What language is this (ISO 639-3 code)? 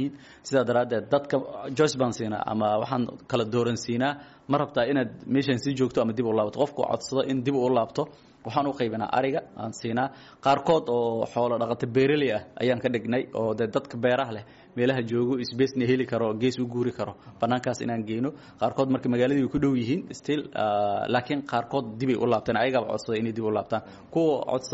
som